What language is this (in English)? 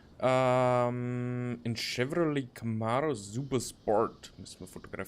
Bavarian